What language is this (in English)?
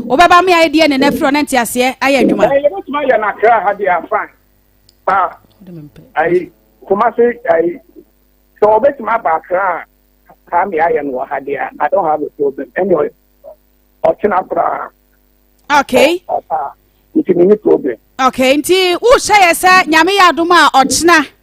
Akan